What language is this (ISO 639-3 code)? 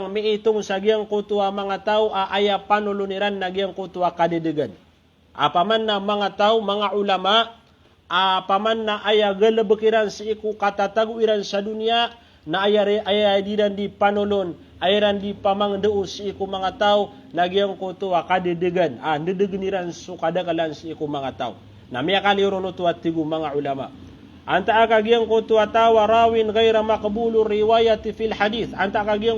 mrw